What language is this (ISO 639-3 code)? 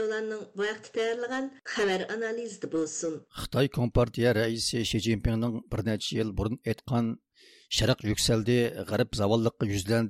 uig